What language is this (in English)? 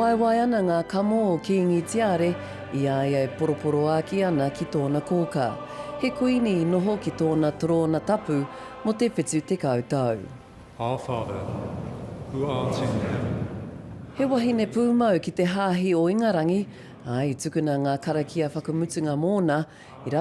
Māori